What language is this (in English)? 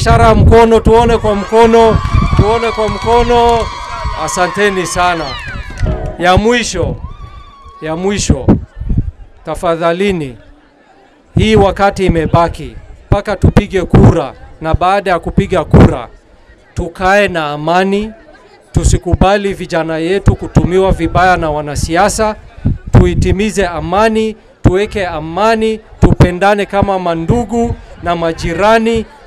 Swahili